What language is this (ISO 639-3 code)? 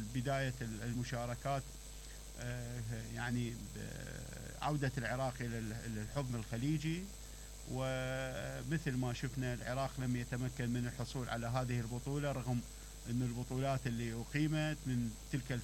acm